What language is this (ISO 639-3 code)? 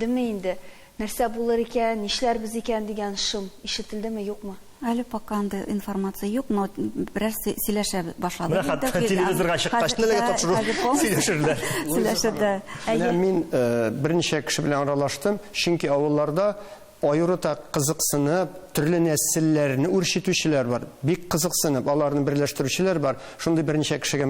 tat